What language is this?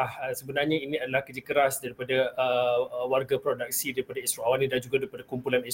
Malay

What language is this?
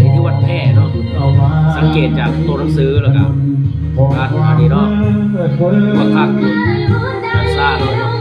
Lao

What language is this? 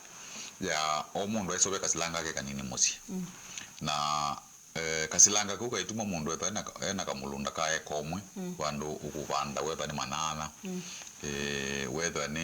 Kamba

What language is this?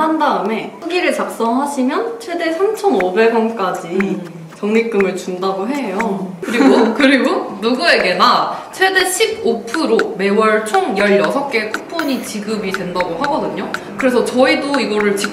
Korean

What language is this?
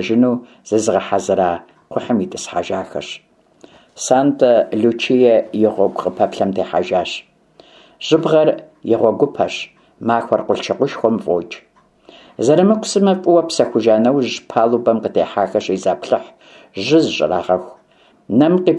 Kabardian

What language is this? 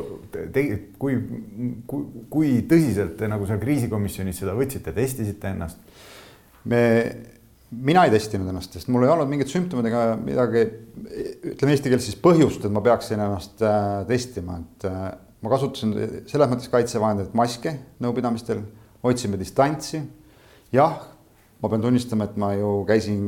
Estonian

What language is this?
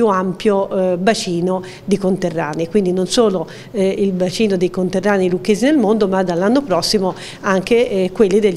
Italian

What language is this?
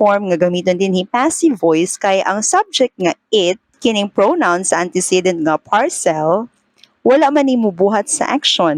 Cebuano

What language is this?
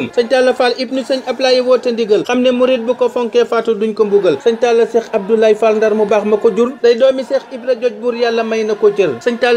Wolof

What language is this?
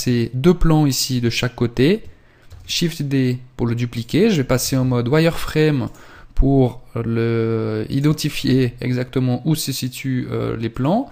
French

